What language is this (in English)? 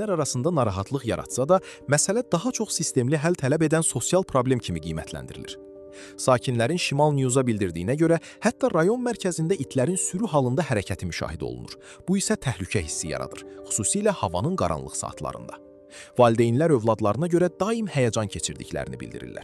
Azerbaijani